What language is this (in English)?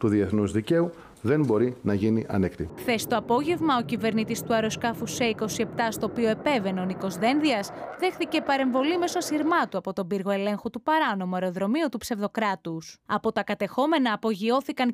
Greek